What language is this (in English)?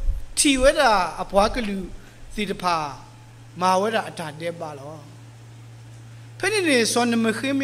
S'gaw Karen